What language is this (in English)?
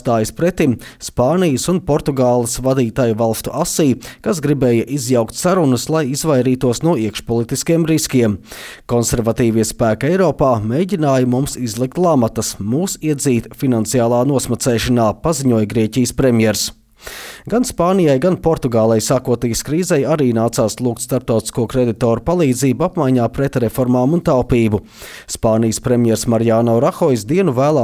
Latvian